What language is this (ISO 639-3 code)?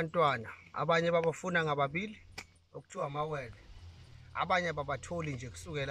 zul